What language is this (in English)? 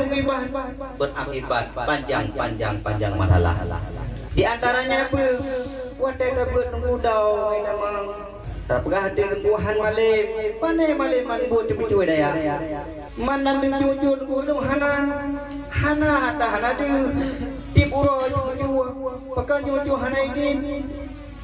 Achinese